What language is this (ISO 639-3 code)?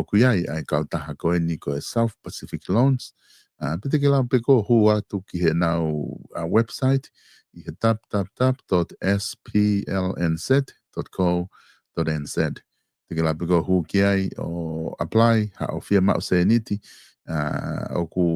ton